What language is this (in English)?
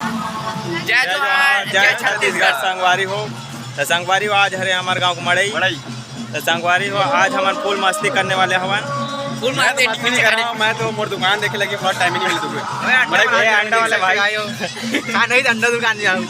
Chhattisgarhi